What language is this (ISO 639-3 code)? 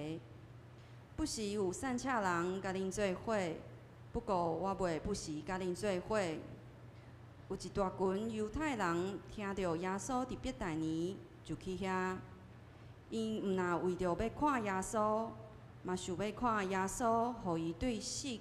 nan